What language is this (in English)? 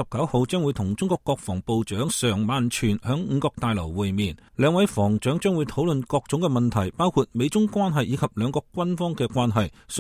Cantonese